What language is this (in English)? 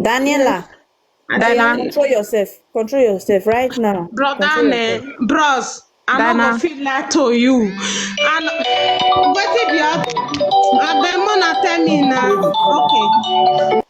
Nigerian Pidgin